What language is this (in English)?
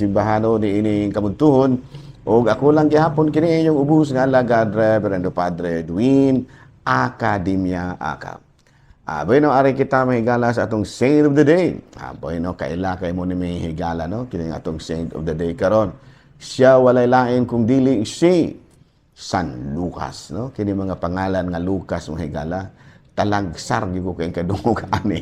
Cebuano